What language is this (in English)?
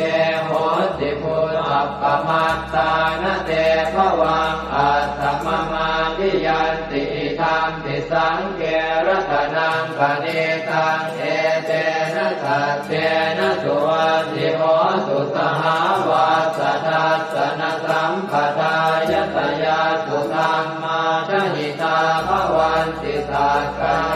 Pali